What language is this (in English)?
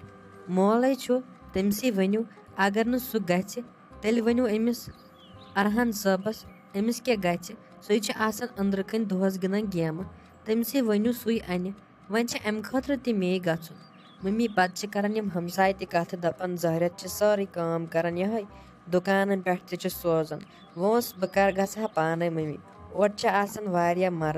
Kashmiri